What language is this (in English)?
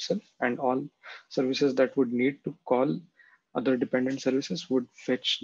English